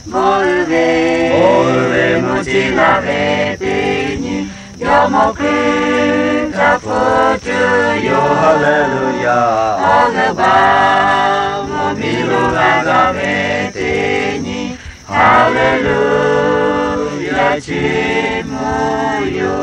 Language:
Lahu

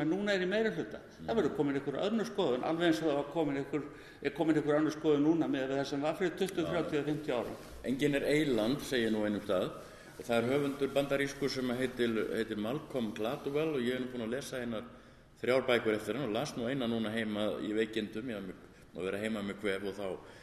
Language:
Icelandic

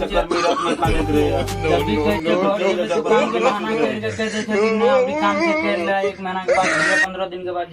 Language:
Maithili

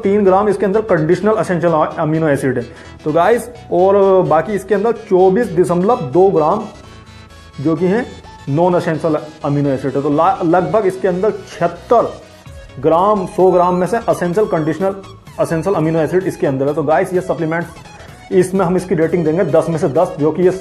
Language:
Hindi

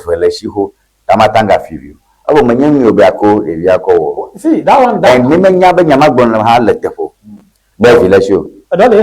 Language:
Ewe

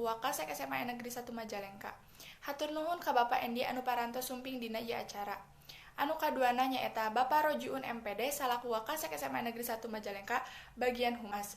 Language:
Sundanese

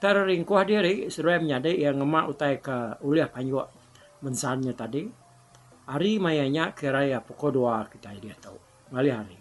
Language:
Iban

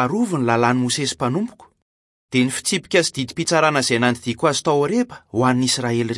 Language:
Malagasy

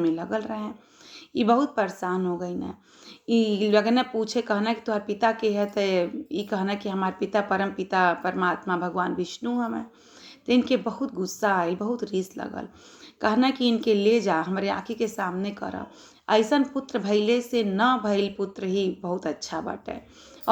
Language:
Bhojpuri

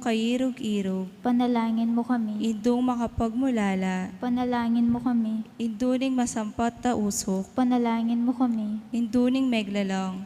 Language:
Pampanga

